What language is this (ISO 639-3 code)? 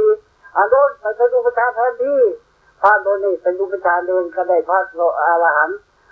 tha